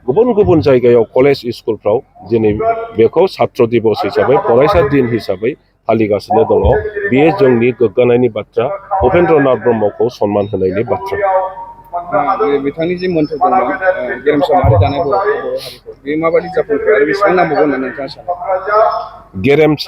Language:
Bodo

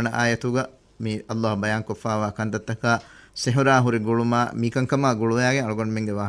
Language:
Divehi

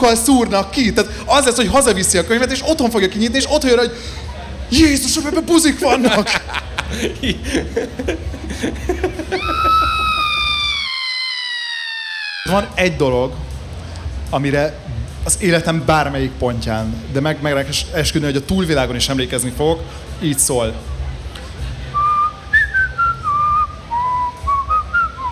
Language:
Hungarian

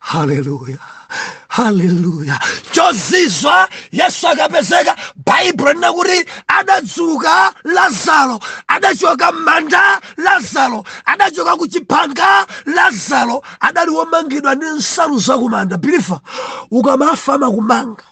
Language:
Nyanja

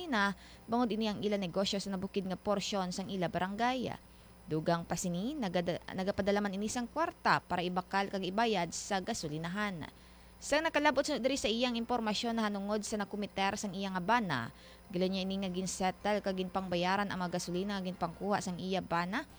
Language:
Hiligaynon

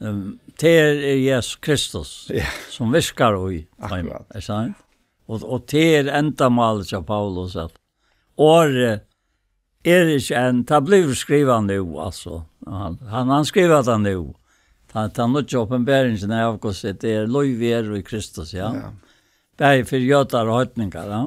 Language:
Faroese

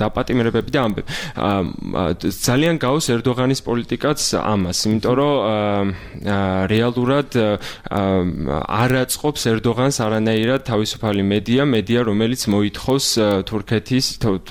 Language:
Georgian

